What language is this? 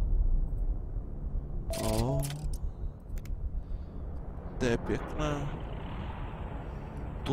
Czech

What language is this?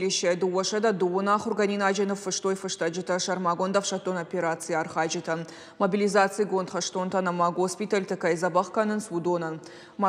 Ossetic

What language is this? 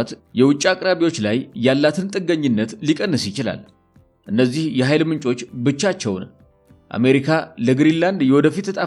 Amharic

